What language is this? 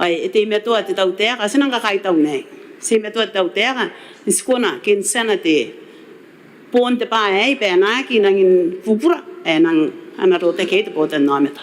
Gilbertese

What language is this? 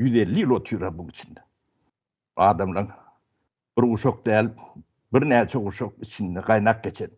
Turkmen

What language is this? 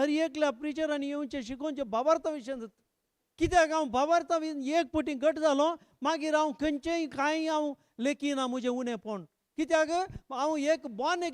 Konkani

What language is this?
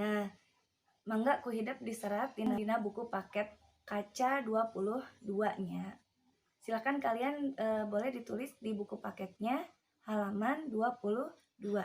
Sundanese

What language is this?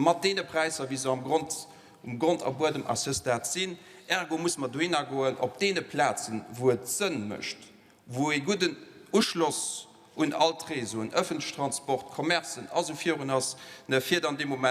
Luxembourgish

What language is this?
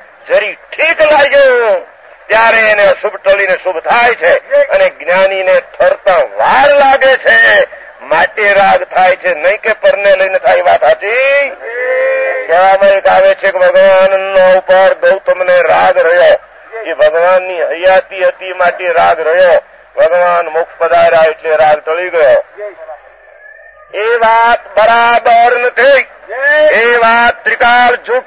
Gujarati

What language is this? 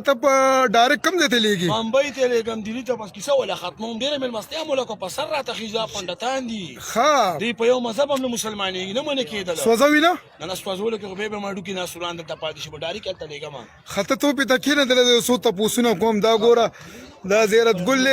Pashto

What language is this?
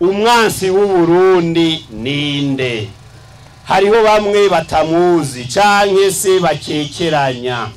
Rundi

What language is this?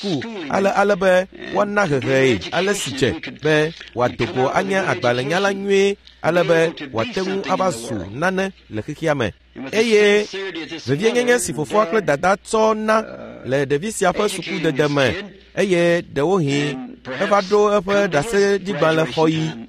Ewe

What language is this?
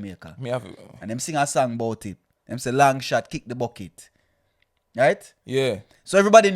Jamaican Creole English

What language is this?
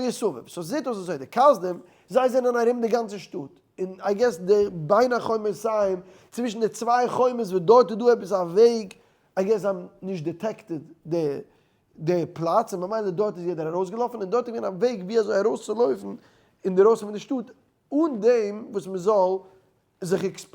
Yiddish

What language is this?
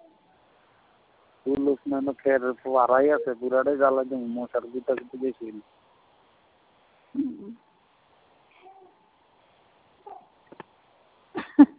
Bangla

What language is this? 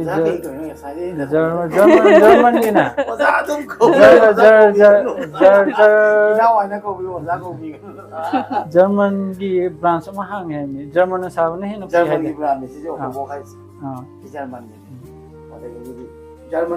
Manipuri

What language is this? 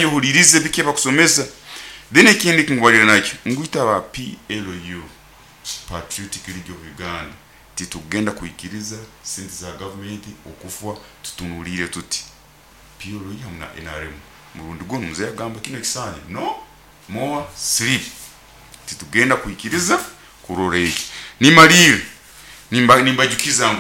Nyoro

